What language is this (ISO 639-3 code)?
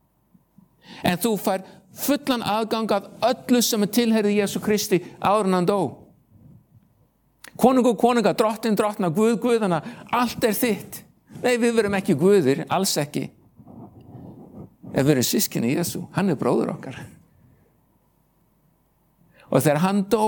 isl